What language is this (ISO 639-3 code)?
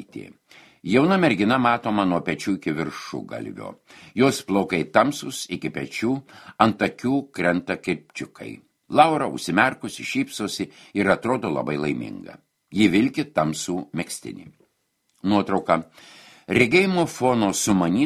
lit